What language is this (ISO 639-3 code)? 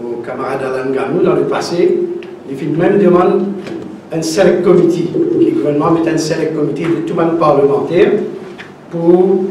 mfe